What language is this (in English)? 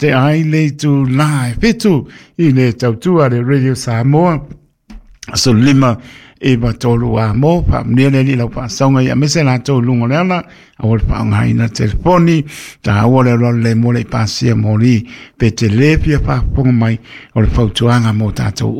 Samoan